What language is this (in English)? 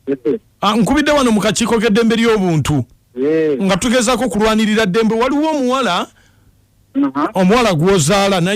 Ganda